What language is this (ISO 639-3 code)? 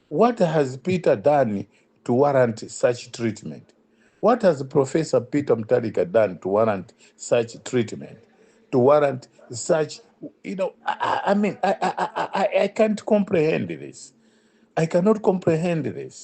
eng